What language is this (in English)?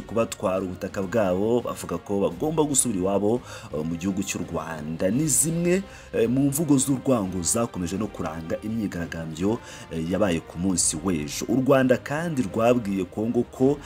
Kinyarwanda